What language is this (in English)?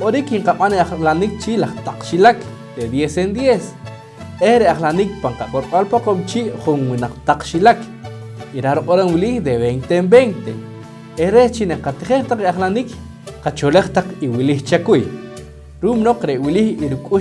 Poqomchi'